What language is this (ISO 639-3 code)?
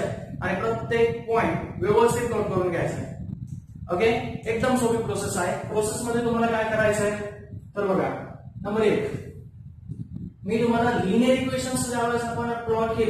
mar